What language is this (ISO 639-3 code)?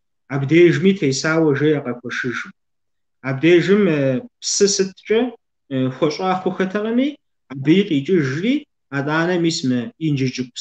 kbd